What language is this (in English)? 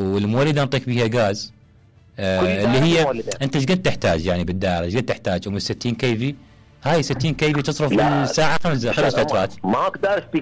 Mesopotamian Arabic